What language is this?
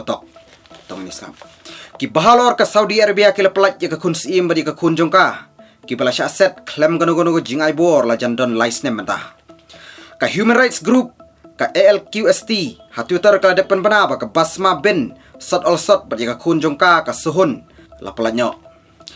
Khasi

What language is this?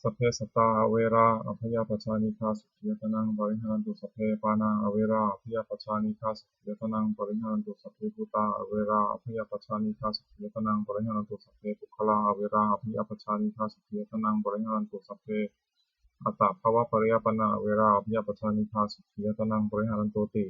Pali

